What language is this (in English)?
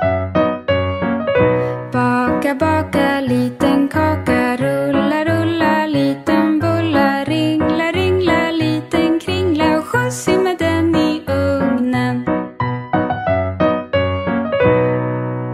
Swedish